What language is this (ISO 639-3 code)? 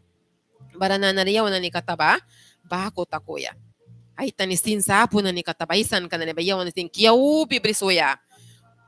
miq